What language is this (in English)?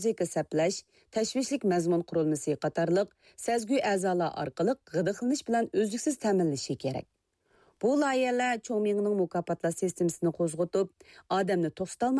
Uyghur